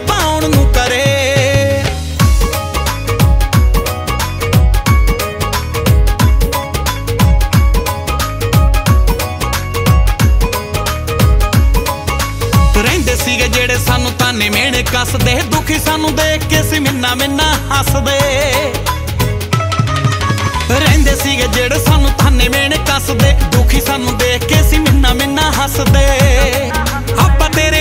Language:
Punjabi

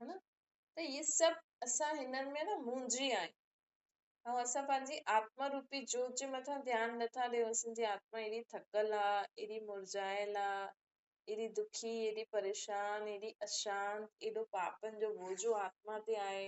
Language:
Sindhi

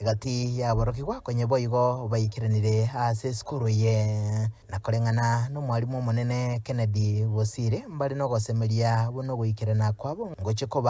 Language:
Gusii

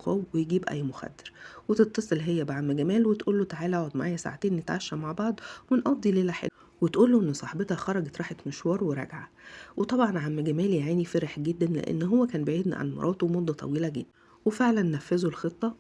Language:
Egyptian Arabic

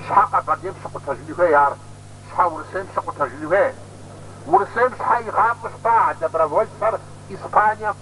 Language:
Kabardian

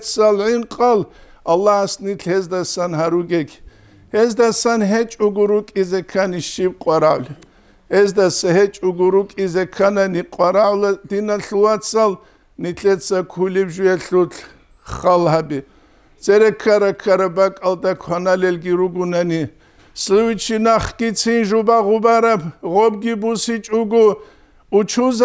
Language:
Avaric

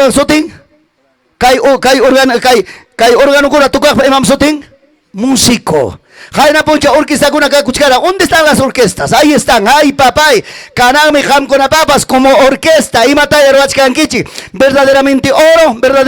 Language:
Ayacucho Quechua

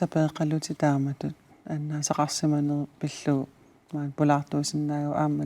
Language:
Kalaallisut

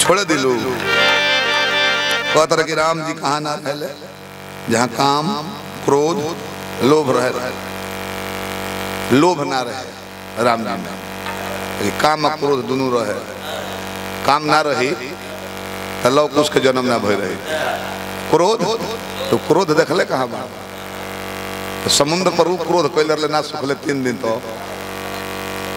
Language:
Bhojpuri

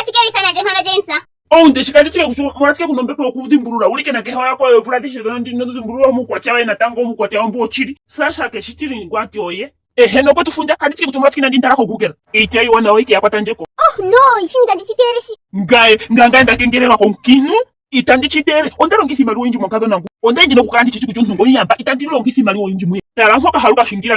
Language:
Ndonga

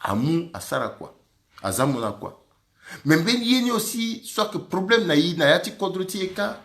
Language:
Sango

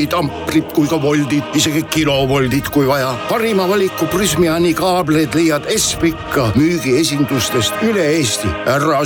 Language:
Estonian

